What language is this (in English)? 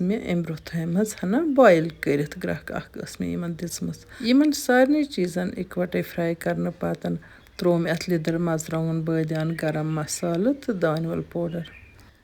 Kashmiri